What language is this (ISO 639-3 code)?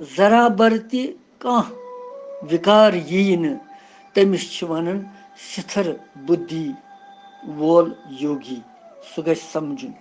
kas